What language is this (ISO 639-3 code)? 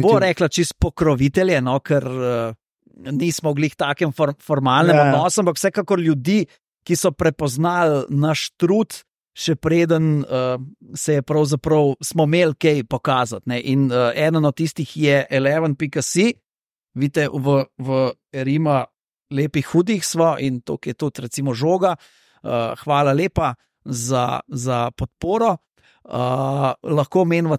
slv